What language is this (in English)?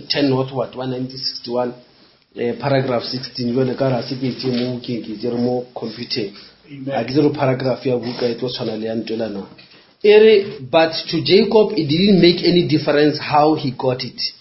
Northern Sotho